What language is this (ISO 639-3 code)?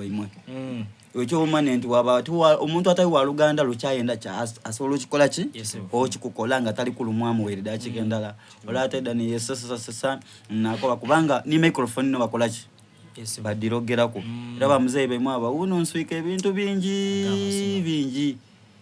xog